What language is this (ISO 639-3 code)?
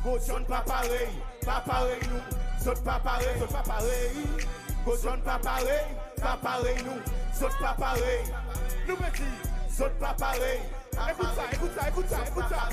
crs